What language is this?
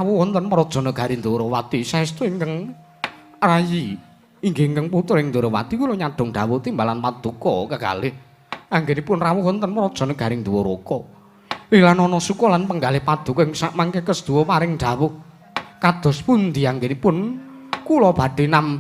Javanese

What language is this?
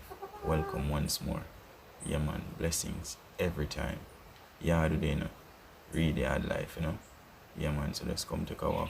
Jamaican Creole English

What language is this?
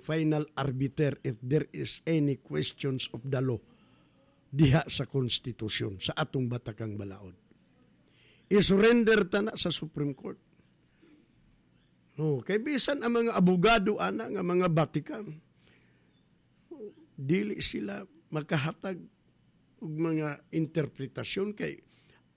Cebuano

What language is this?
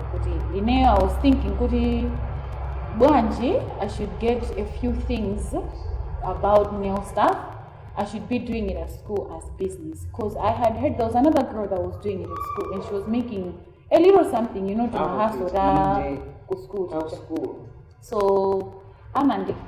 Nyanja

